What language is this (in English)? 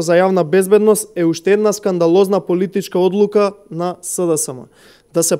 Macedonian